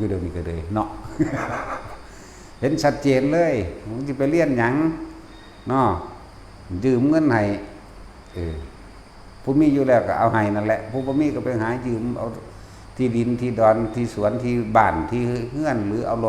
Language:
Lao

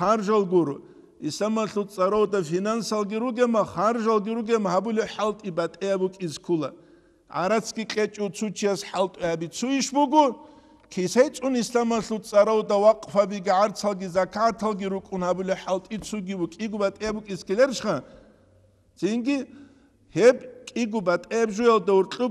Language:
Avaric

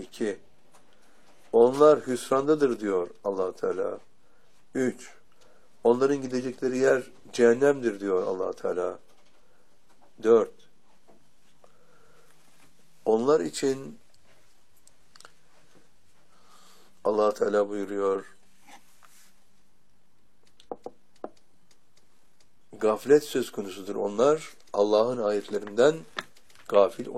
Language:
Turkish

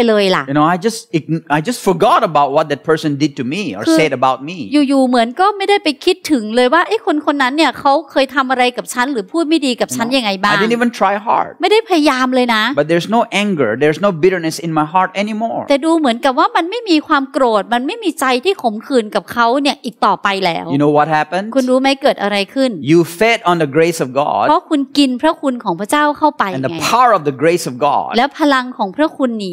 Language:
Thai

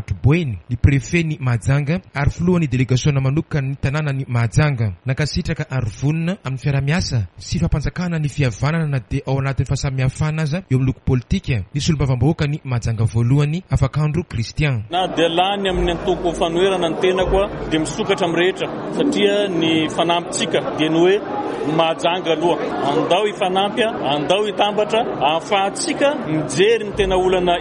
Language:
Malagasy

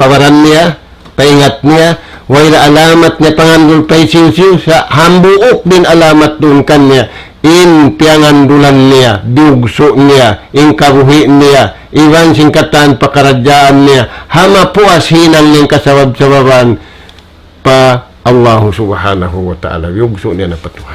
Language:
Tausug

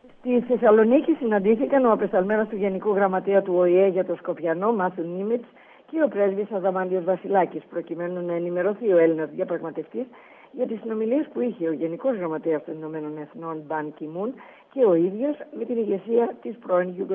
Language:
Greek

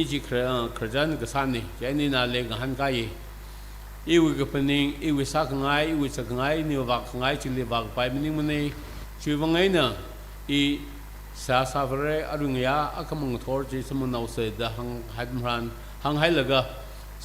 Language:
Tangkhul Naga (India)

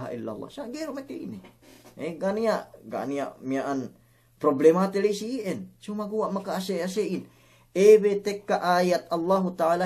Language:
Yakan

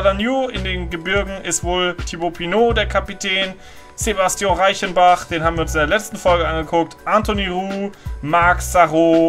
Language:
German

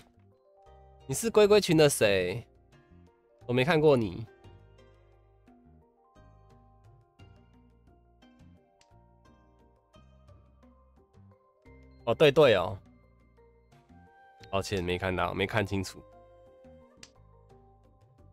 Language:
Chinese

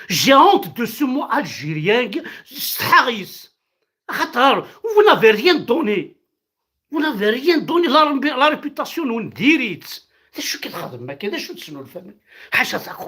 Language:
Kabyle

